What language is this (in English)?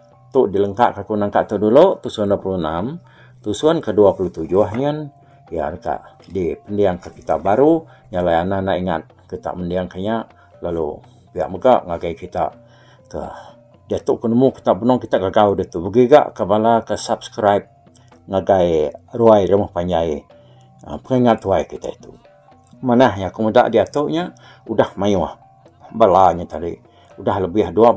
Iban